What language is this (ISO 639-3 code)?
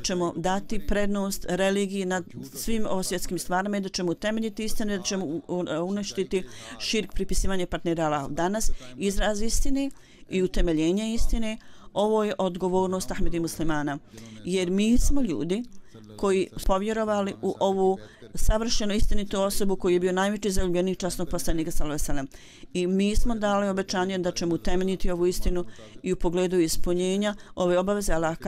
bos